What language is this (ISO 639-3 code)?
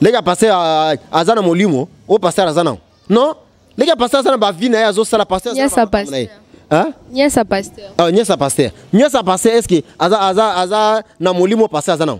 lin